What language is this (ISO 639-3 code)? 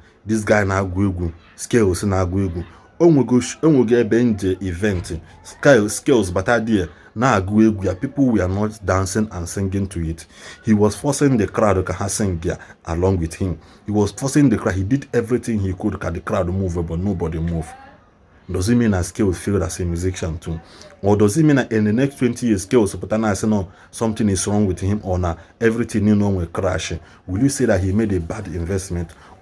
ibo